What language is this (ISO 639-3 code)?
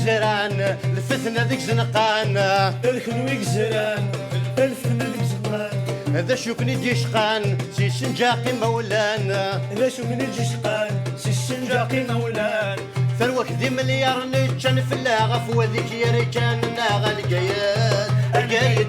kab